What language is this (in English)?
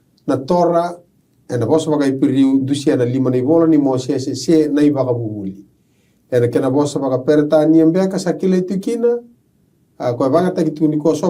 Fijian